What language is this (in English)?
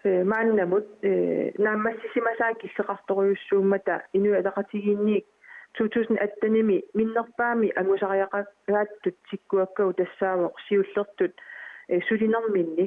Kalaallisut